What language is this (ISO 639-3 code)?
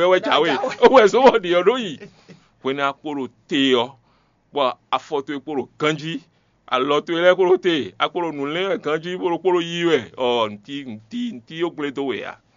fon